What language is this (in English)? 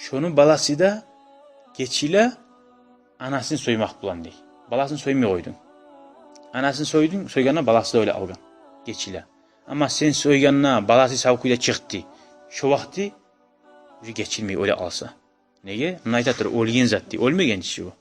Kumyk